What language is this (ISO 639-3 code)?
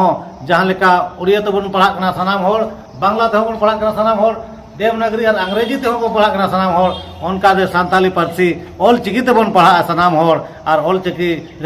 sat